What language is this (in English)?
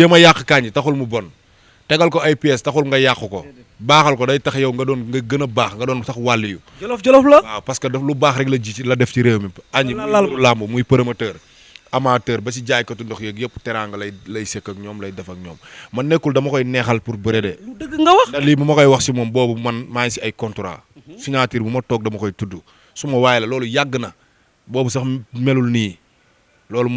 Wolof